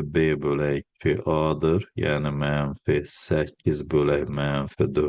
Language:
Azerbaijani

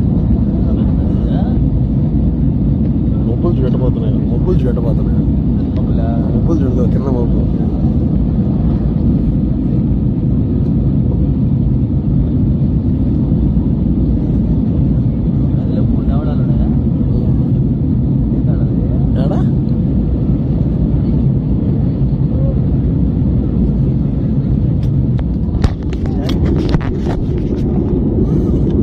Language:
Telugu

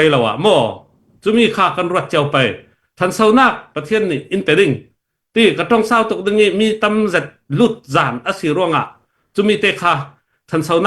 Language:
Hakha Chin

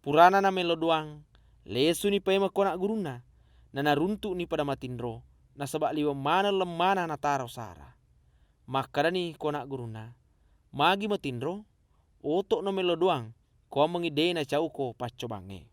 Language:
Buginese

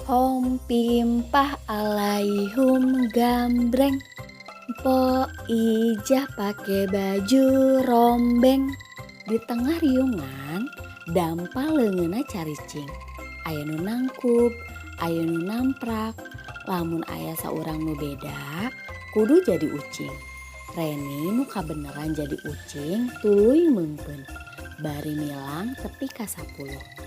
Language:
Sundanese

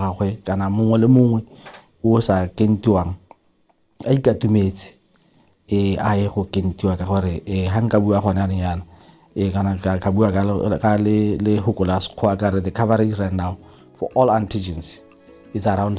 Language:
Tswana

